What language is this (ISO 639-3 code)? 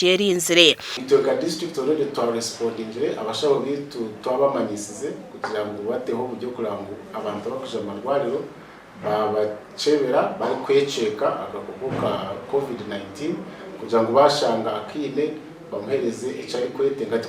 nyn